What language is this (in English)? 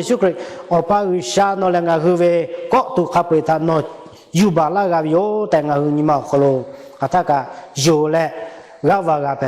Lahu